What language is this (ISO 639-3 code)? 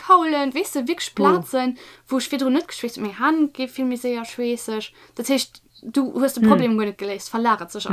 ltz